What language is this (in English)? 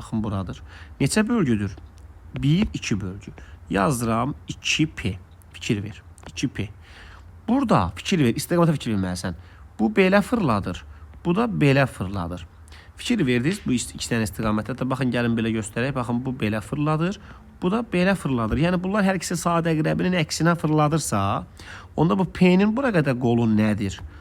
Azerbaijani